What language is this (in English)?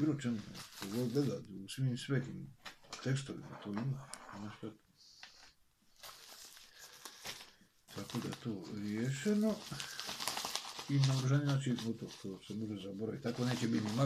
Croatian